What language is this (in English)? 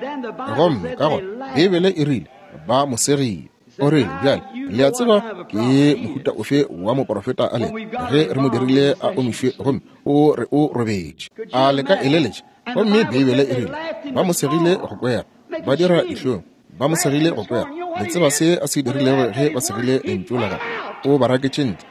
Northern Sotho